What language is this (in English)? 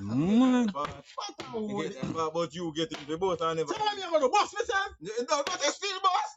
Jamaican Creole English